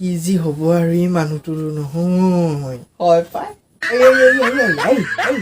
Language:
Assamese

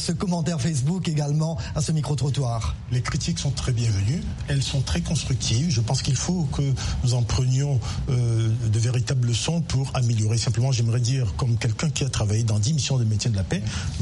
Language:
French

